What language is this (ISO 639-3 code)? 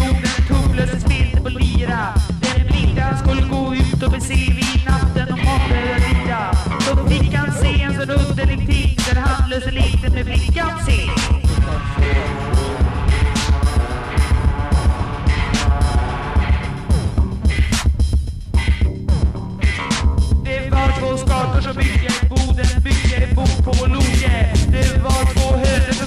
swe